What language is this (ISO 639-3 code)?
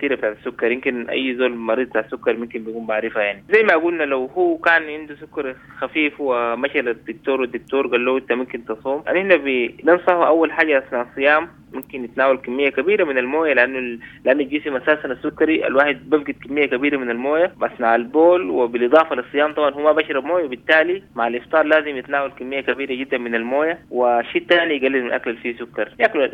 apd